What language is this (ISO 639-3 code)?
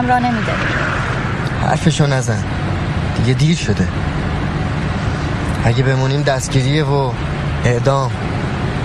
fas